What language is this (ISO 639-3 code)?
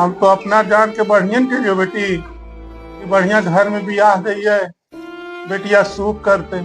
mag